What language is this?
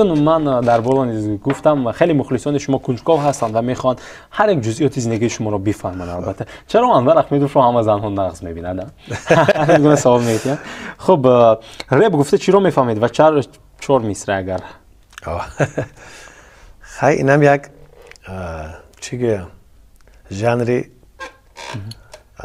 Tajik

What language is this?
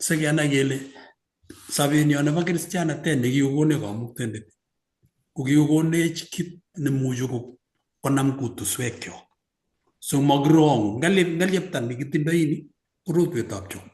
Kalenjin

